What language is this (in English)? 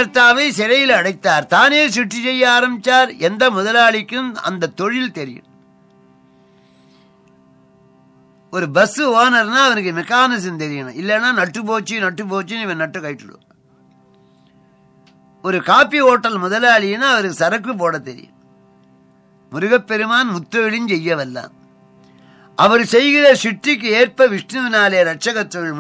Tamil